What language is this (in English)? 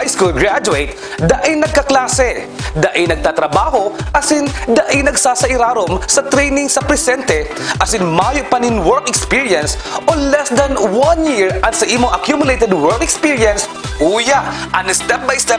Bikol